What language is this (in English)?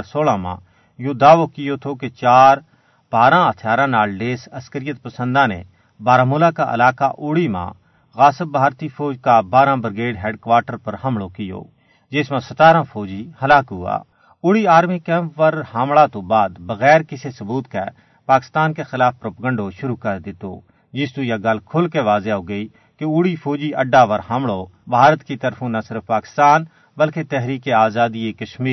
Gujari